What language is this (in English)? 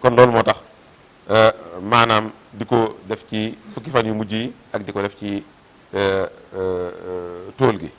Wolof